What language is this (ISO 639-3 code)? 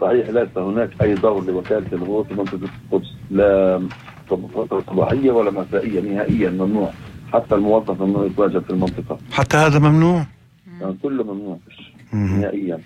apc